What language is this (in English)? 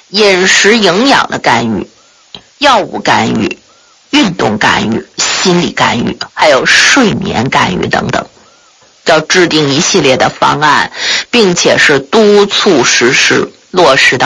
Chinese